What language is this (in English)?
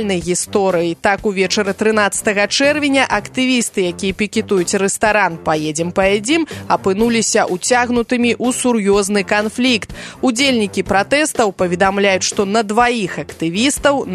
Belarusian